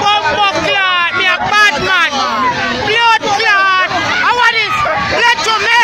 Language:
Jamaican Creole English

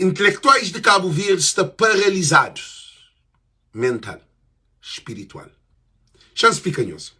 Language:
Kabuverdianu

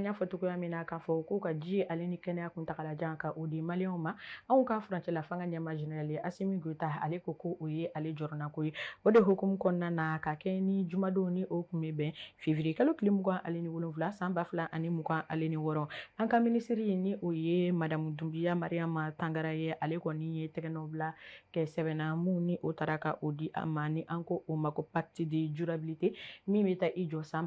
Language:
Bambara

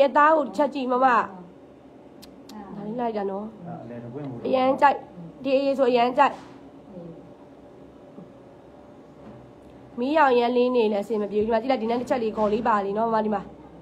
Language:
Burmese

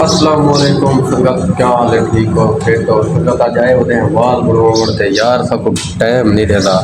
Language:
Saraiki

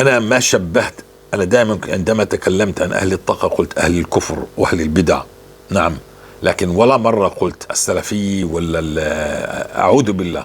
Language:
North Levantine Arabic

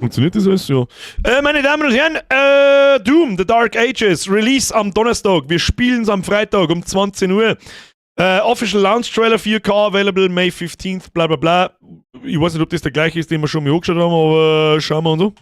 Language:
Bavarian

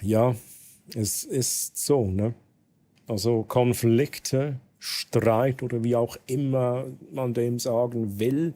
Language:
Swiss German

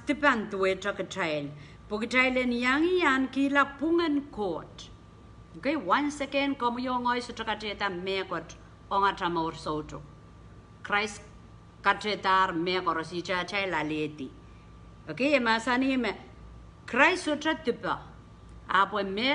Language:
Pohnpeian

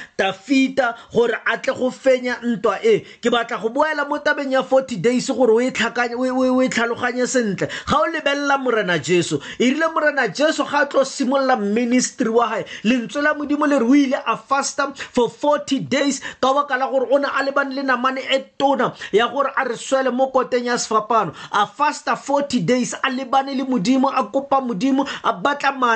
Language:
Tswana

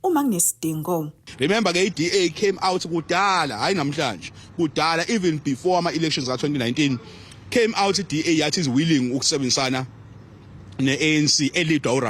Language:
Zulu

